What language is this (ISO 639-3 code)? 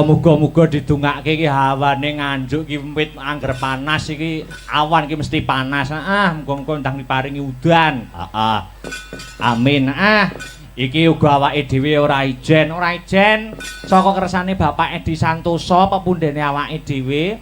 jav